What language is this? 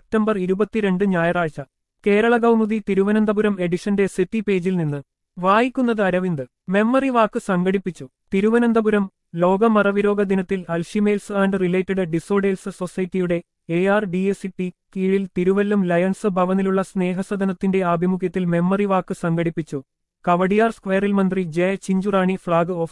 Malayalam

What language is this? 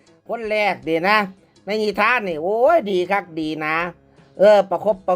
Northeastern Thai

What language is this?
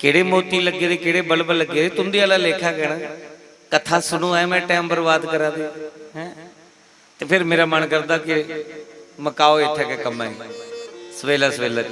Dogri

